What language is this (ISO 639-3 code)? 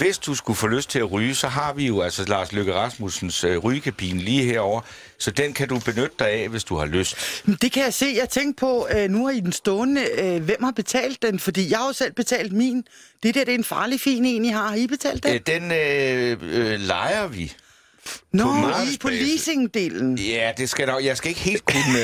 dan